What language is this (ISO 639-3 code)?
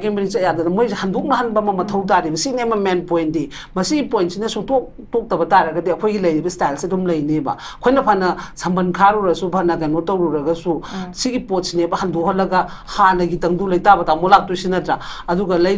mni